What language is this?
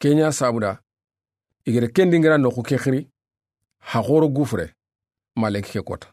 Soninke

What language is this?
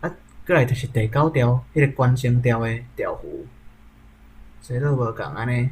Min Nan Chinese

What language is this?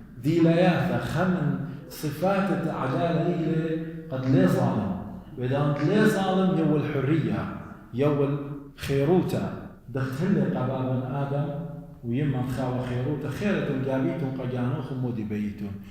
Assyrian Neo-Aramaic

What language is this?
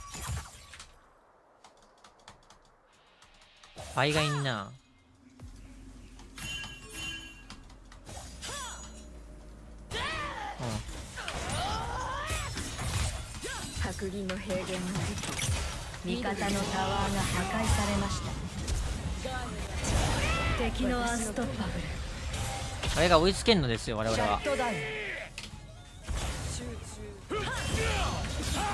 Japanese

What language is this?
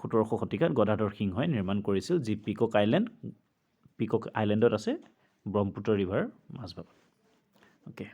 Assamese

